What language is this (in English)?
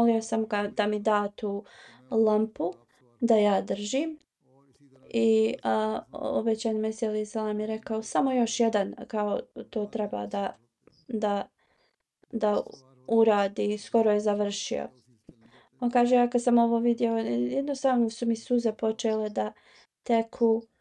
Bosnian